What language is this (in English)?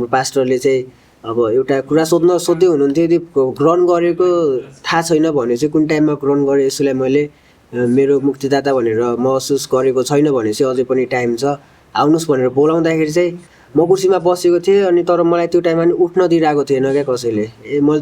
Nepali